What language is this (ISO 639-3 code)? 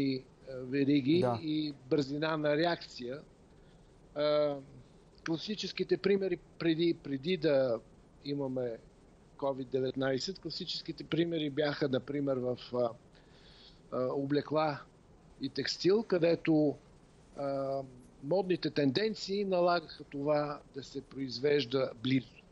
bul